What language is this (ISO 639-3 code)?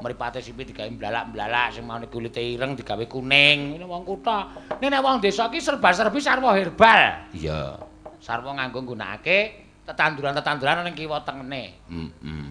jav